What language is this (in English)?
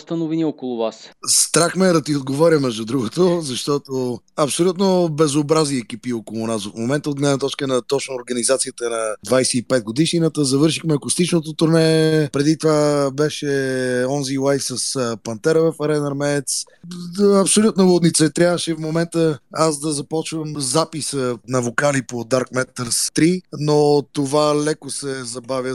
Bulgarian